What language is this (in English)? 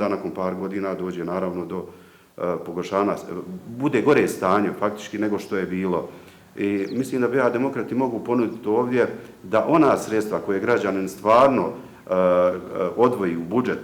Bosnian